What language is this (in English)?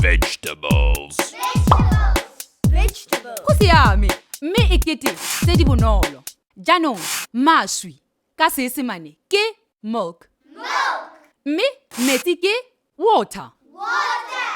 Tswana